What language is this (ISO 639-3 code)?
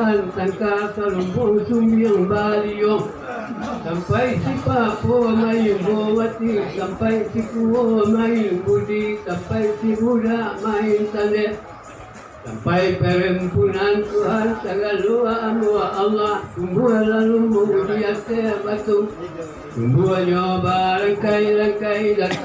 min